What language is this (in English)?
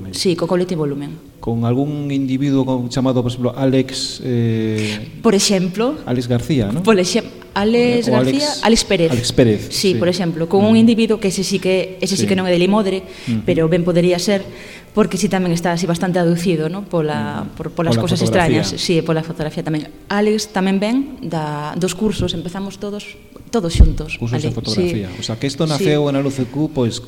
Galician